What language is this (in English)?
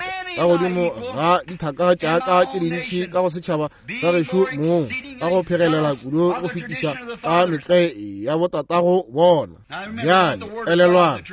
Northern Sotho